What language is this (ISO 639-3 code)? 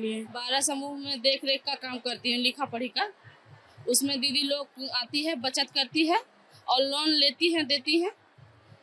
hin